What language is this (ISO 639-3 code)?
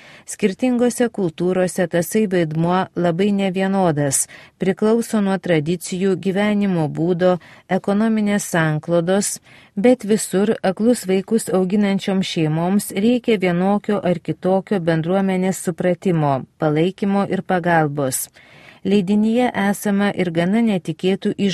lit